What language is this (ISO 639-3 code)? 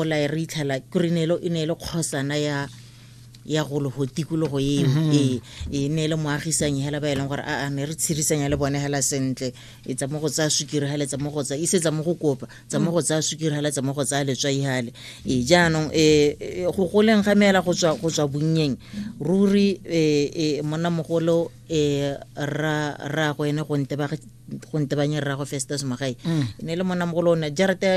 tsn